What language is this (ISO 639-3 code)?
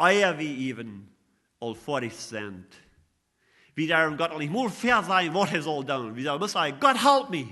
pdt